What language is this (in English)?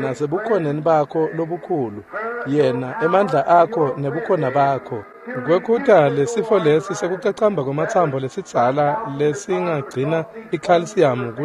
Swati